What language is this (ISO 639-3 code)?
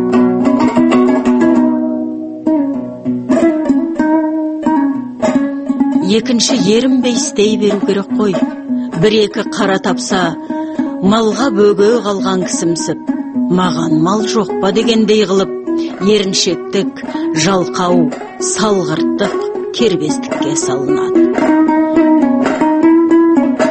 kaz